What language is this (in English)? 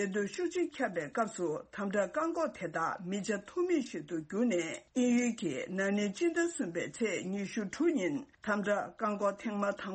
Tibetan